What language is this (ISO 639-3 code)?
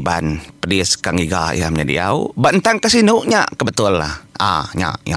iba